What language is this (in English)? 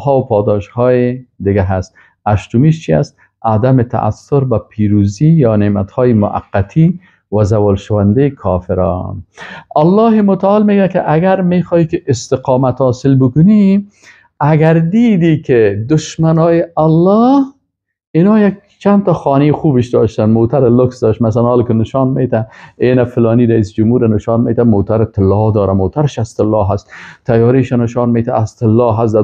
Persian